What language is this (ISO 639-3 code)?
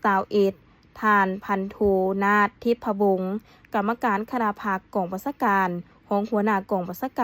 lao